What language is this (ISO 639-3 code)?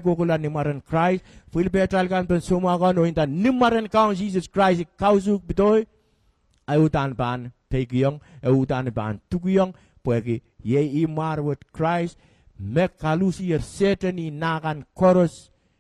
pon